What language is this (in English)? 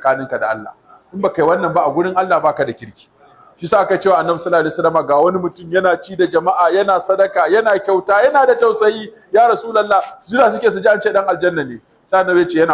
Hausa